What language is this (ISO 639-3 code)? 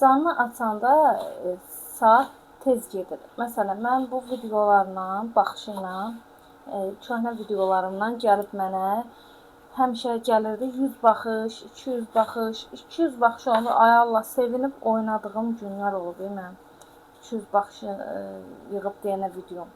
aze